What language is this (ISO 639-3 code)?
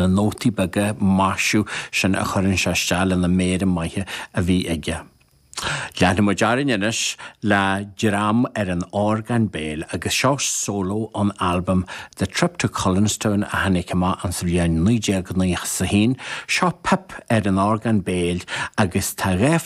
gle